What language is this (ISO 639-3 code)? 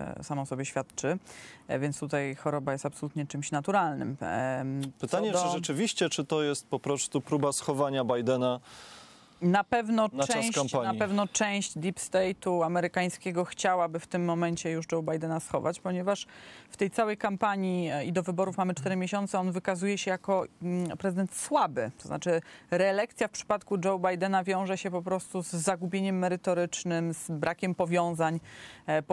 pol